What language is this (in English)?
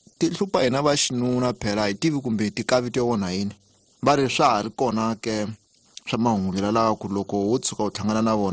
Tsonga